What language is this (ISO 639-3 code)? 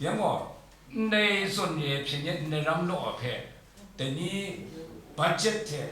kac